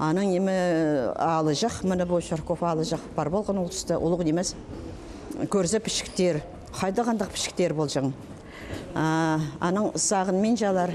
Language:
Khakas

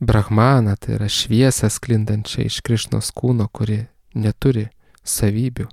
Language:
Lithuanian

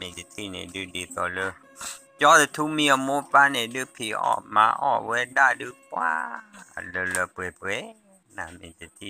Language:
S'gaw Karen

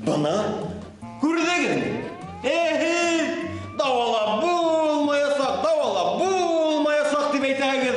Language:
Bashkir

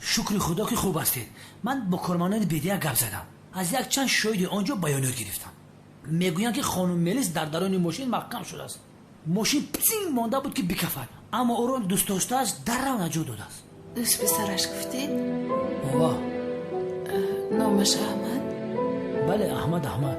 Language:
Tajik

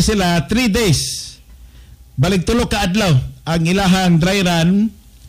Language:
Cebuano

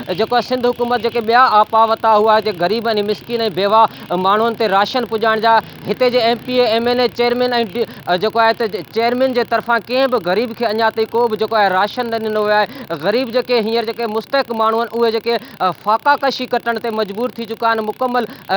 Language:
Sindhi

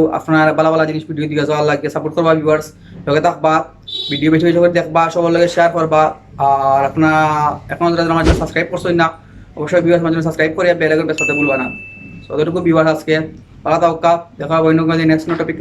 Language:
Sylheti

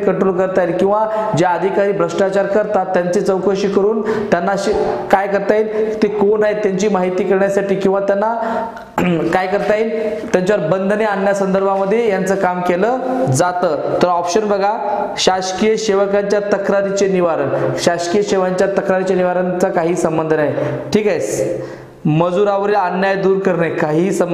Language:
Marathi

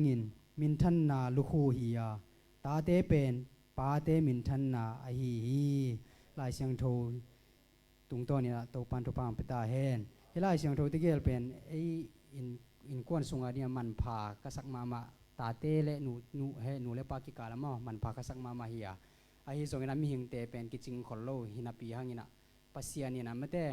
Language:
Tedim Chin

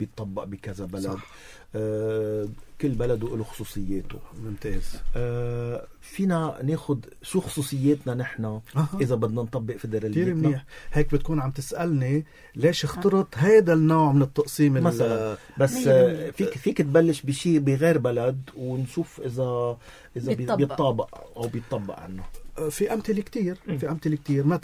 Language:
North Levantine Arabic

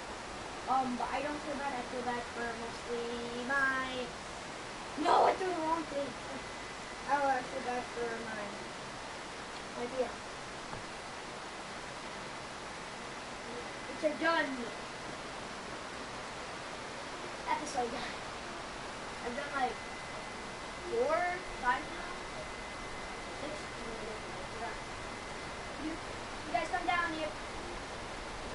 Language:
English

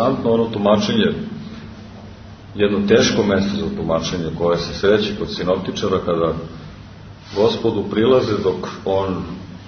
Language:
Serbian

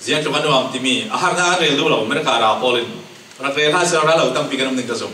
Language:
Falam Chin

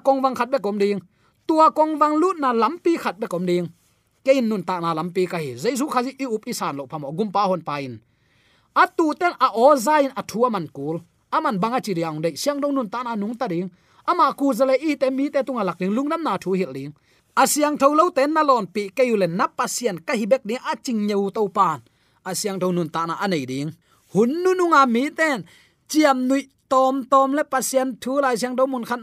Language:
Tedim Chin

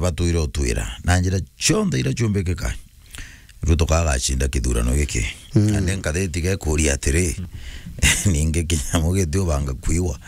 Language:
Meru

